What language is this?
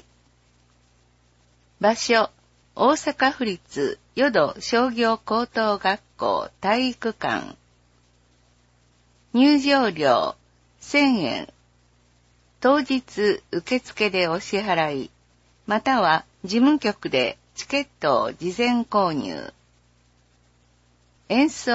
Japanese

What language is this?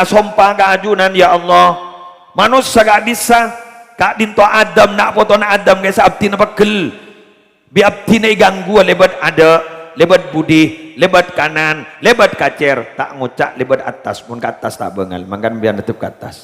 Madurese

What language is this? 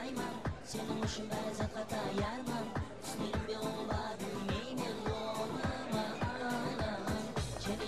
Kara-Kalpak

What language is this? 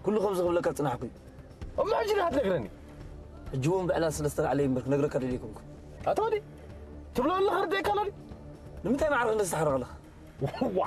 Tigrinya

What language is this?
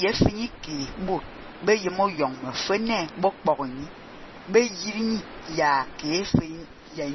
Fang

